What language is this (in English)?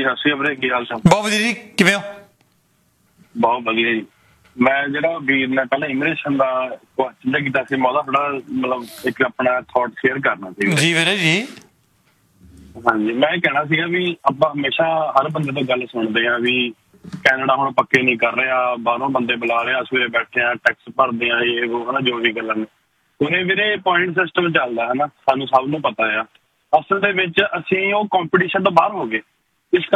Punjabi